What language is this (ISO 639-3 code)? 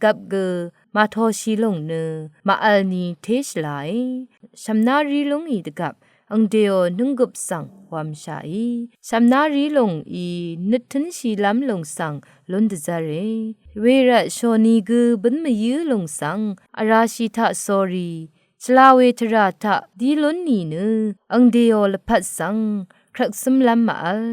raw